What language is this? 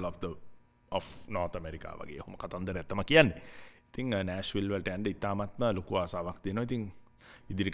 Sinhala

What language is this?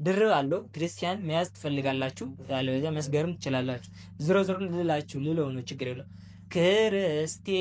Amharic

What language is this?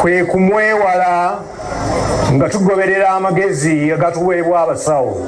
Ganda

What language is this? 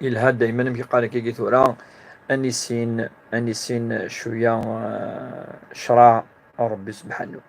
Kabyle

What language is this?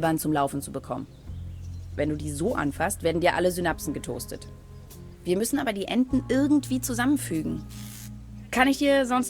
Bavarian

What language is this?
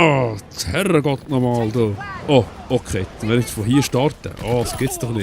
Swiss German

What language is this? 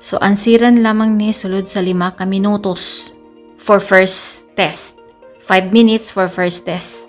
Cebuano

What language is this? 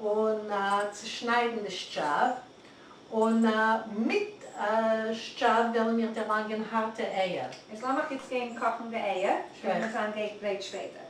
Yiddish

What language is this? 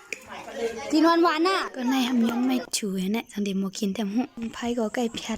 Shan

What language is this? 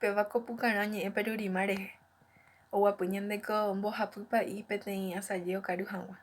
Guarani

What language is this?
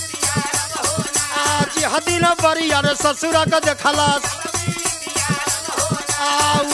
Bhojpuri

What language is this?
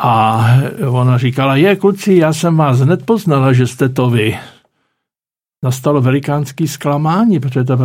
Czech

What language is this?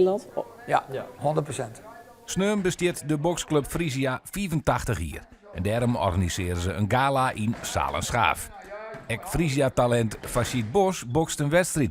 Western Frisian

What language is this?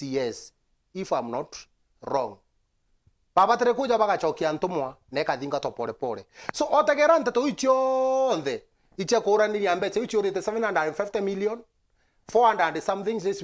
Meru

